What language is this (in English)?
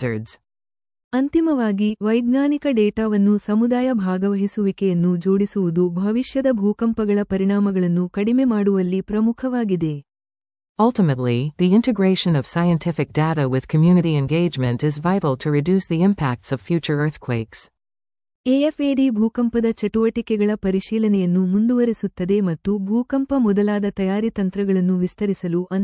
Kannada